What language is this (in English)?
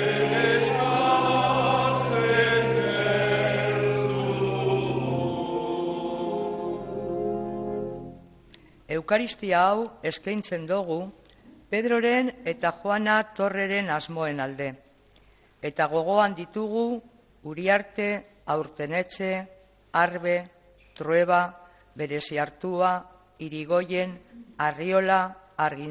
Basque